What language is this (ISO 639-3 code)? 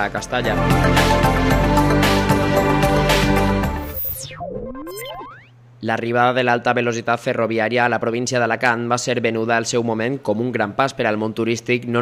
cat